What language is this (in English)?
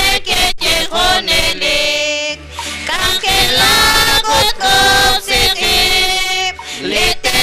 Kekchí